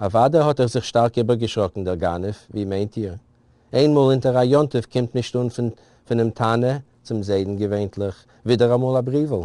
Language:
Yiddish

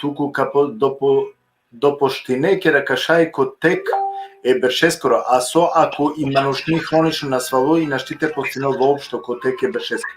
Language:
Balkan Romani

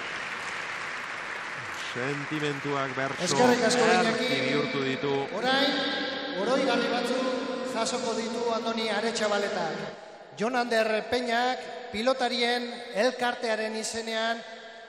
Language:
Basque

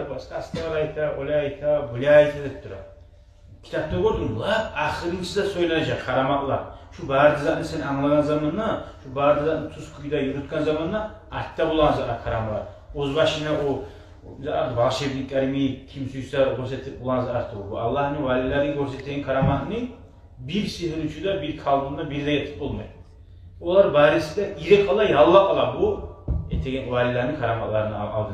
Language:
Kumyk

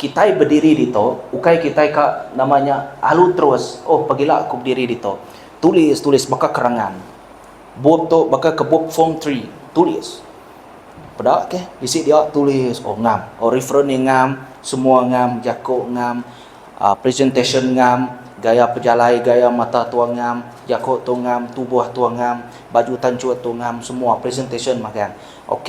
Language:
Iban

